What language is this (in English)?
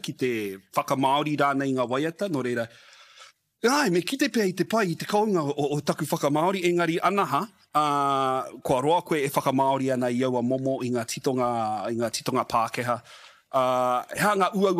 Māori